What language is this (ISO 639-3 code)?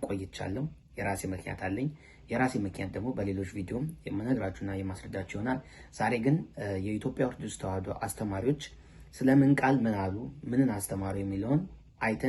amh